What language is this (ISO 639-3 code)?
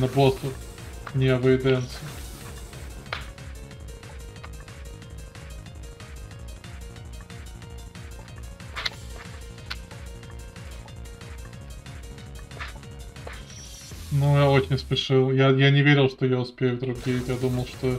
rus